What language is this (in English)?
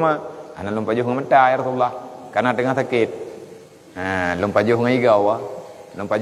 Achinese